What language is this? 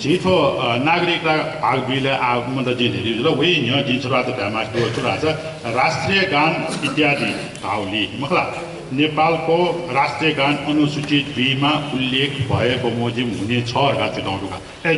Newari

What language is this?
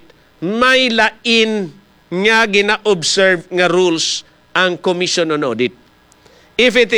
Hiligaynon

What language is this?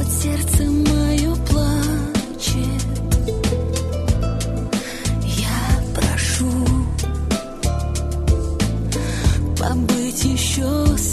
Russian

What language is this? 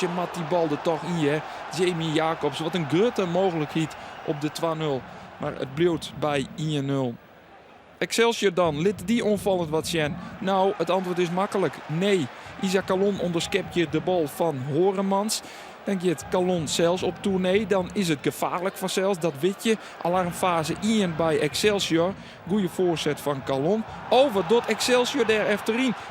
Western Frisian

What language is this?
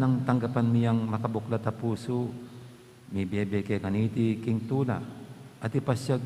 Pampanga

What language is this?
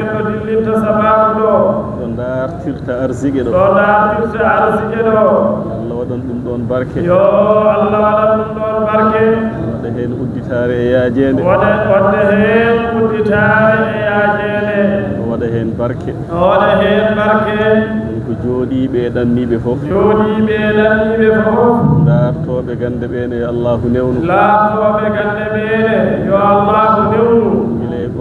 Fula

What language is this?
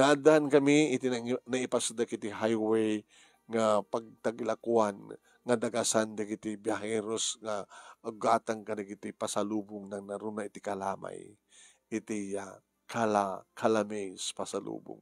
Iloko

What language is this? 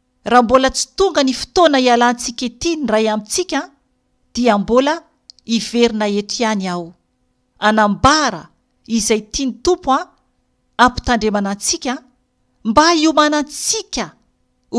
Malagasy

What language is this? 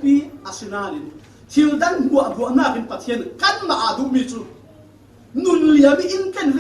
Falam Chin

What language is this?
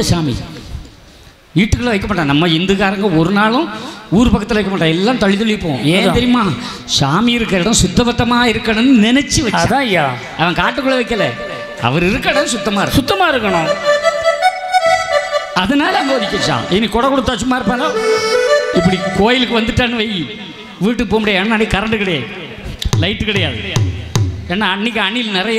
Tamil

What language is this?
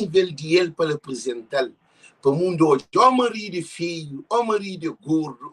Kabuverdianu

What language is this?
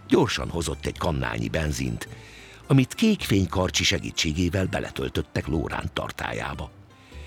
Hungarian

